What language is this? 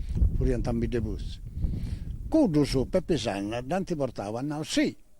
Sardinian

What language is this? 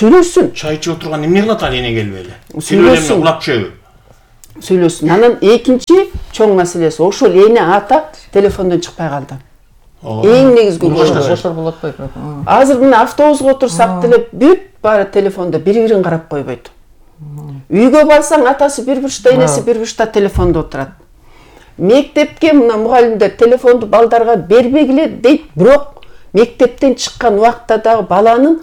Kyrgyz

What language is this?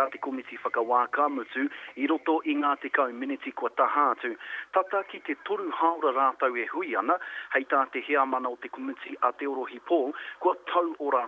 Māori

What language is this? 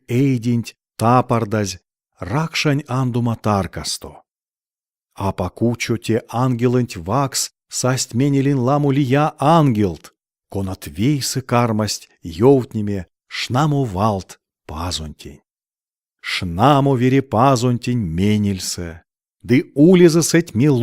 Erzya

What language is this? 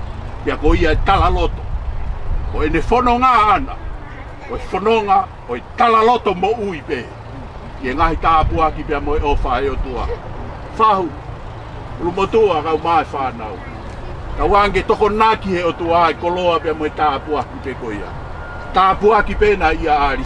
Tongan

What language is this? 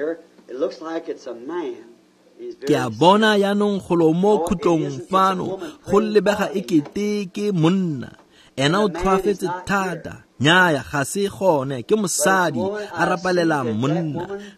Tswana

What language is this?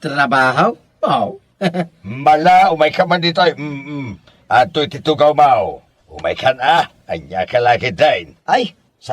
Iloko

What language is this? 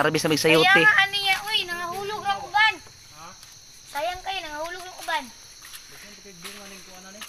Cebuano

